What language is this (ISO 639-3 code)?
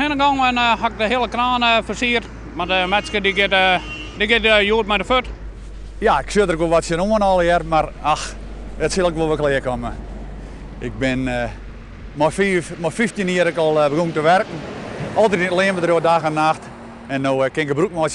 fry